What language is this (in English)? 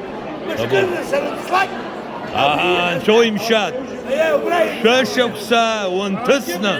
Abkhazian